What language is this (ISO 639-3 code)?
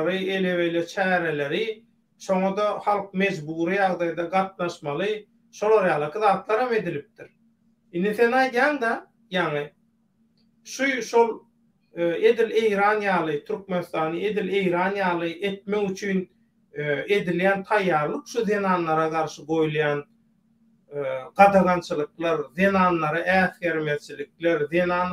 tuk